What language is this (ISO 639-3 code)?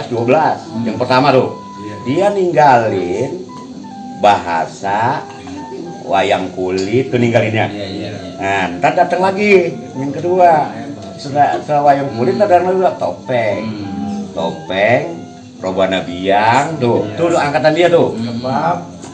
bew